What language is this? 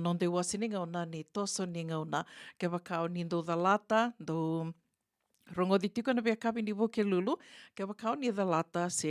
Fijian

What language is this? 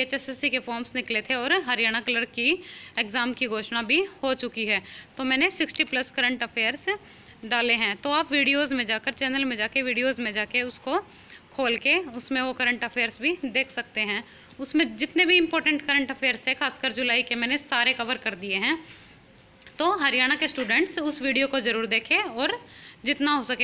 Hindi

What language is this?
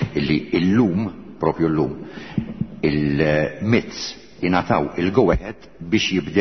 Maltese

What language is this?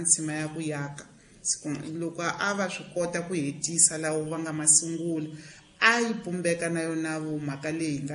Tsonga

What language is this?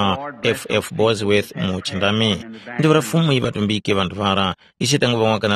Tumbuka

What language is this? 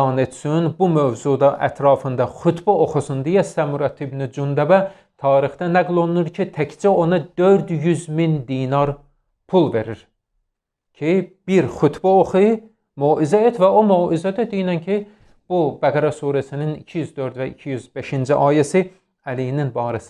Azerbaijani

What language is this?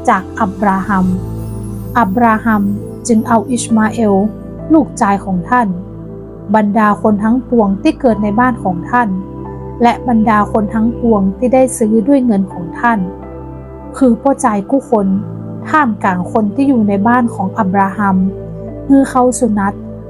Northern Thai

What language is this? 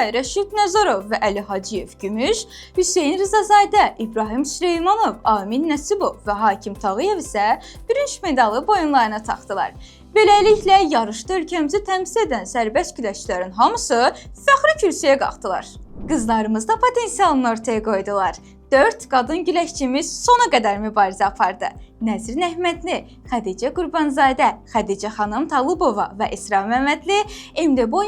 Azerbaijani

